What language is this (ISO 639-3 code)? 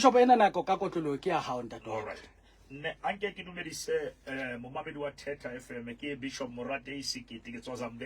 sot